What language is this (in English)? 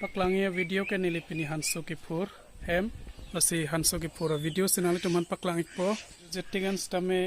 Karbi